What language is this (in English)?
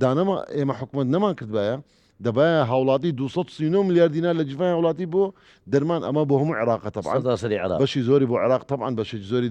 Central Kurdish